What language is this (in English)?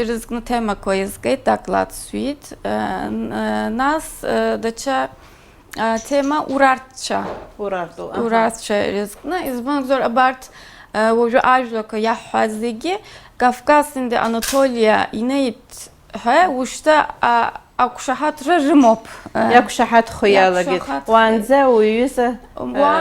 Abkhazian